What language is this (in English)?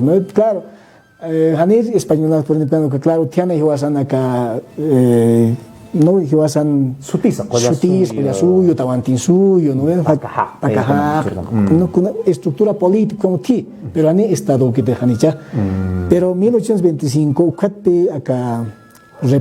Aymara